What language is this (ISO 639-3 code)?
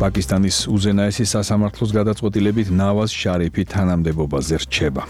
kat